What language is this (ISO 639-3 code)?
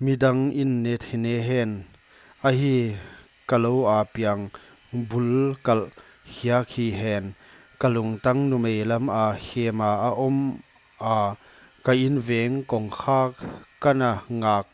pck